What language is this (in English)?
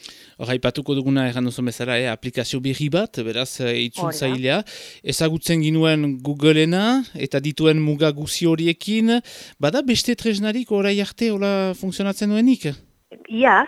Basque